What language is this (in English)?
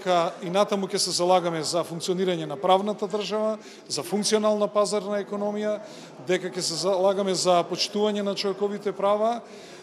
Macedonian